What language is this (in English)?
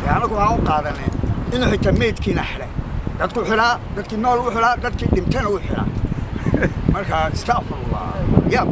Somali